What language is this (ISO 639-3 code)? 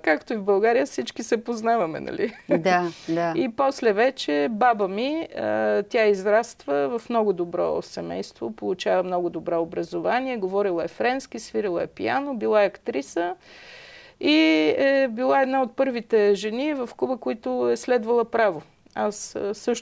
bul